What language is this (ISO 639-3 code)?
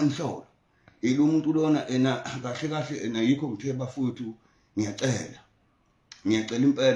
zul